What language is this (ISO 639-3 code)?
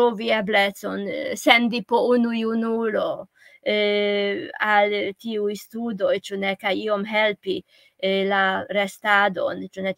epo